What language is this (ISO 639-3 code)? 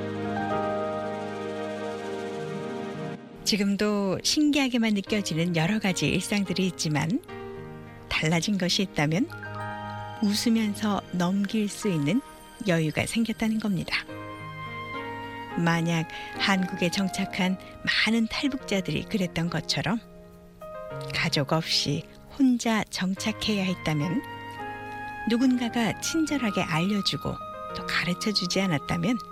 kor